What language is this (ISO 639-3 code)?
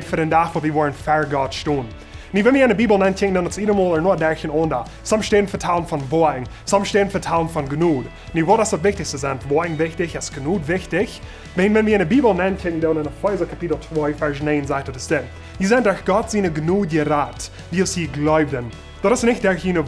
pdt